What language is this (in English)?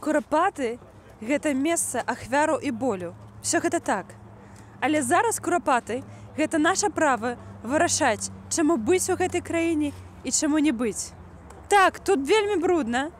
Belarusian